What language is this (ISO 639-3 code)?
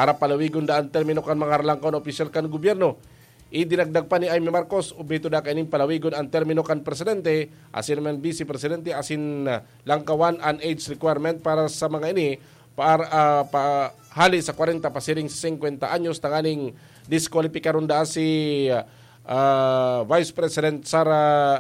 bik